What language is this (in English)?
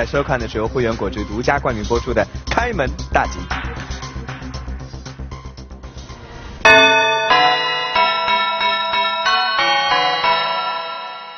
Chinese